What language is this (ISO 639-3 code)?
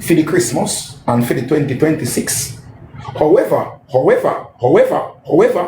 jam